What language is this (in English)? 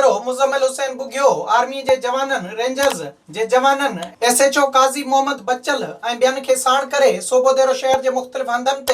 Sindhi